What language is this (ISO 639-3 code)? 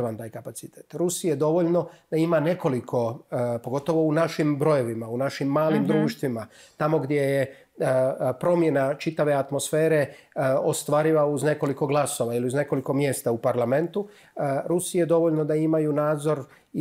srp